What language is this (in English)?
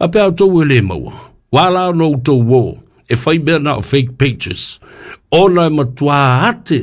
Samoan